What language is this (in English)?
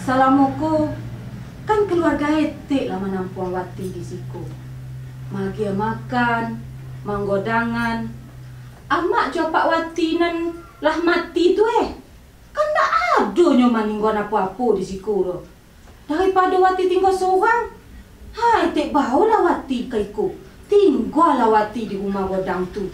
Minangkabau